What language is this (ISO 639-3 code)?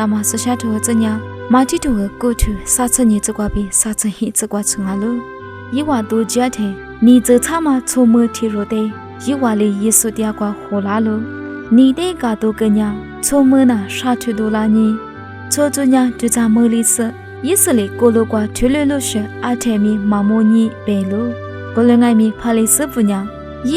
lis